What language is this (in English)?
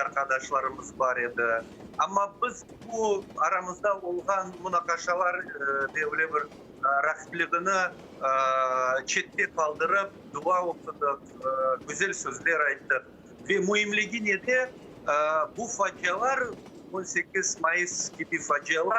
Crimean Tatar